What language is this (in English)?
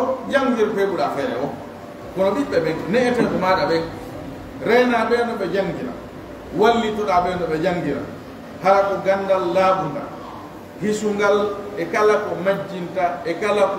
Fula